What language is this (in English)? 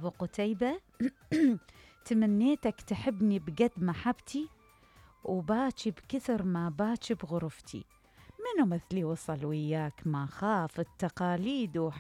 Mesopotamian Arabic